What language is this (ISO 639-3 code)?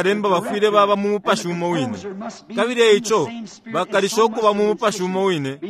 bem